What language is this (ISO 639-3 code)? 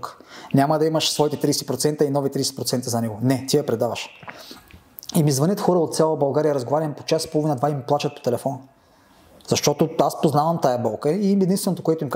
bul